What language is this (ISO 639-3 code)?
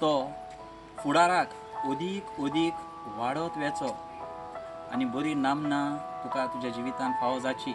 kok